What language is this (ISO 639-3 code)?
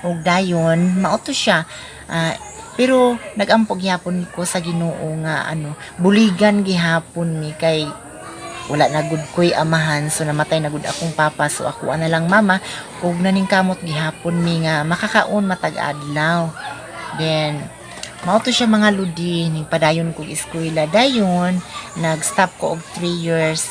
ceb